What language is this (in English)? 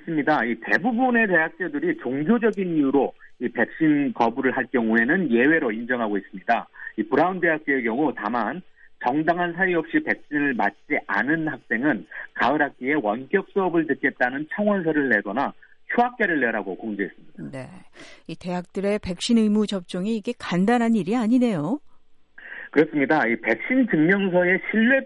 Korean